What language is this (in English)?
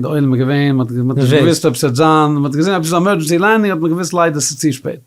Yiddish